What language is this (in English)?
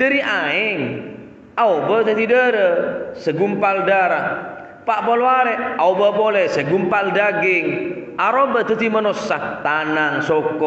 Madurese